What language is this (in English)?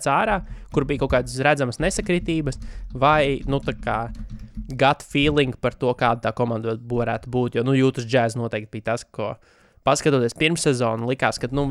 Latvian